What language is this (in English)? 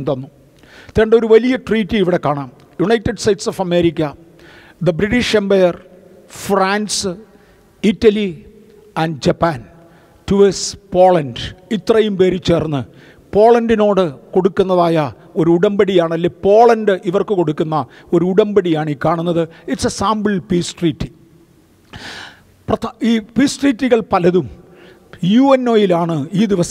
Malayalam